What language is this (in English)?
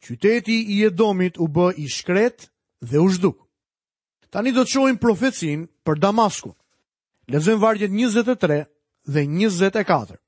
Albanian